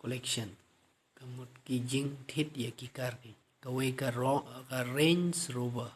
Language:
Khasi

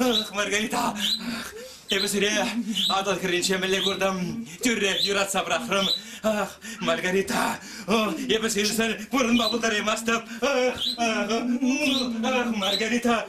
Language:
Chuvash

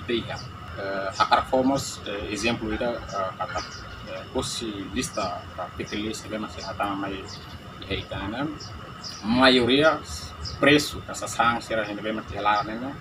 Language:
Tetum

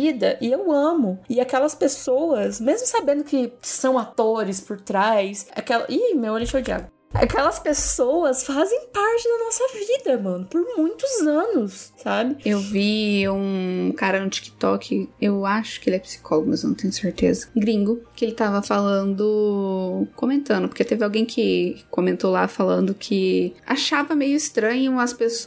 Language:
Portuguese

